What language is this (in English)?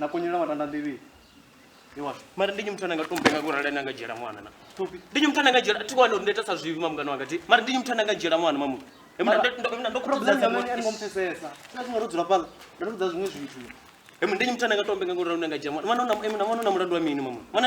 Venda